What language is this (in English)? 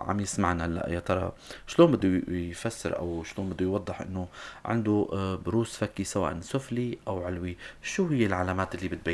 North Levantine Arabic